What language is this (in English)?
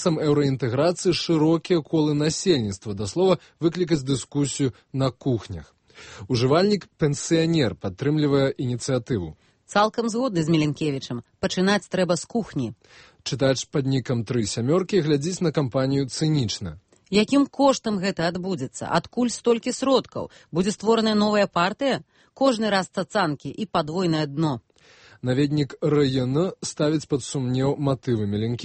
Belarusian